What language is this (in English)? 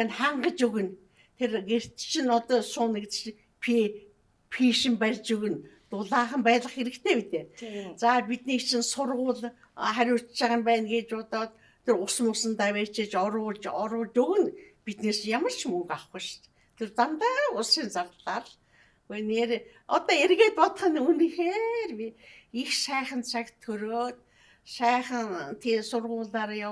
Mongolian